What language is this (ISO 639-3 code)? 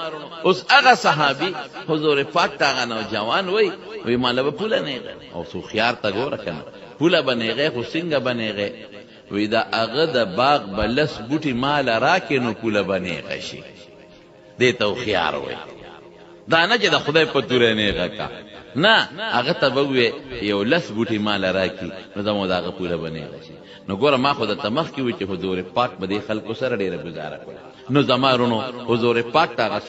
pus